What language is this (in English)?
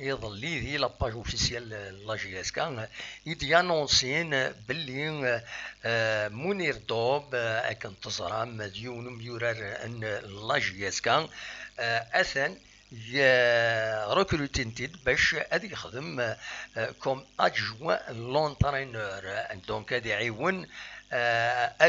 Kabyle